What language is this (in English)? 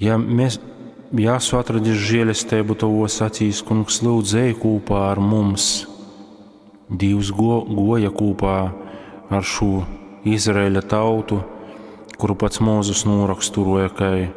Latgalian